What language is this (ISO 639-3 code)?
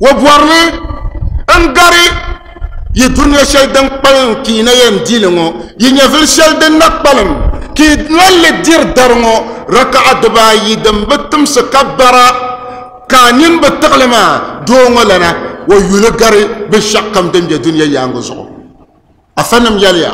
dag